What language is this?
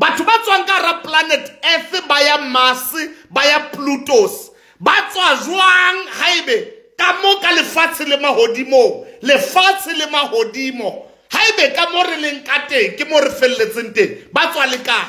Southern Sotho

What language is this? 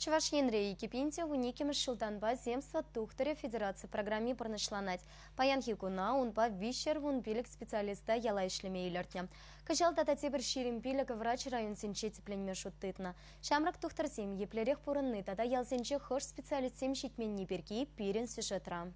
Chuvash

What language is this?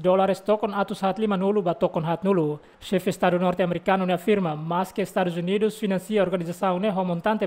Tetum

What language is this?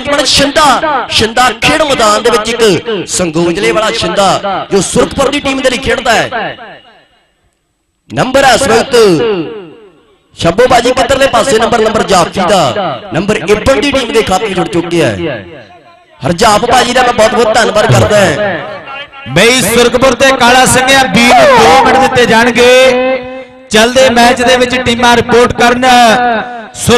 Punjabi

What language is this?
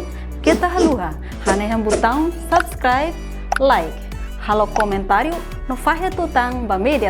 Tetum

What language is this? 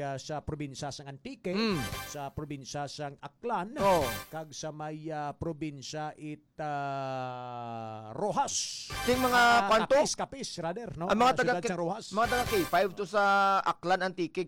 Hiligaynon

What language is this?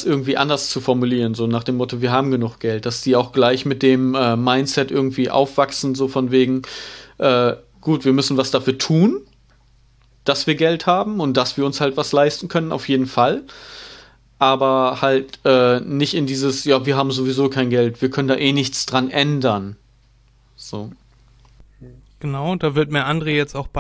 German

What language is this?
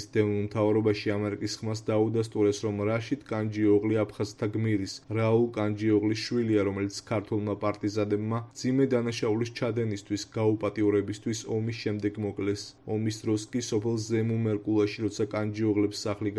Georgian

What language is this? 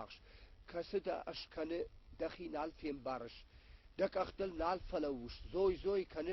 Ossetic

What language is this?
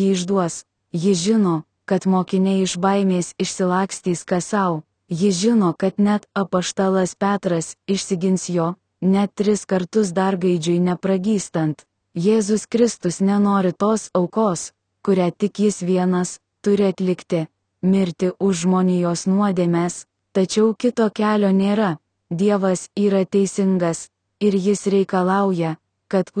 Lithuanian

